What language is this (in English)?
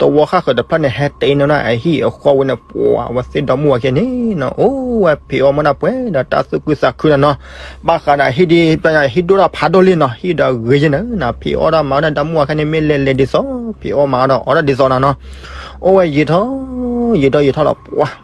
S'gaw Karen